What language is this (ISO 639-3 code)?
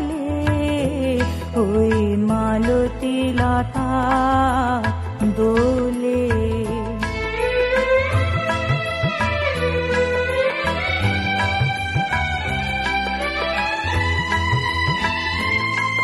ben